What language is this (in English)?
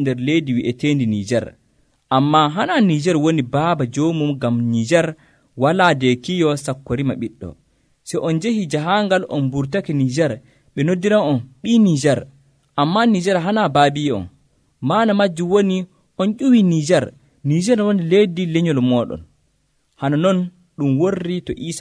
Nigerian Fulfulde